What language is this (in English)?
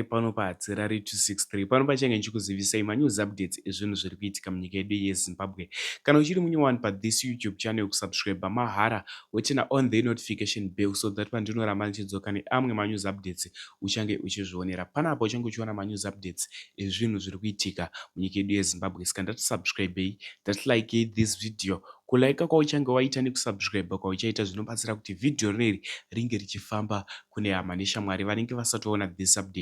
Shona